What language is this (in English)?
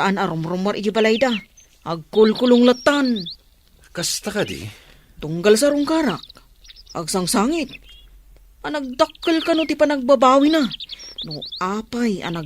Iloko